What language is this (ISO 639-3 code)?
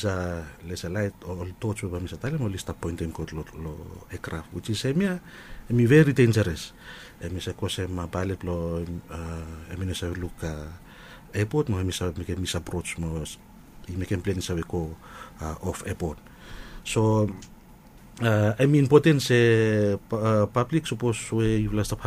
bis